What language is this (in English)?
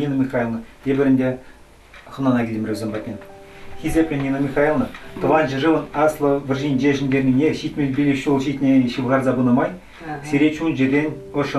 Chuvash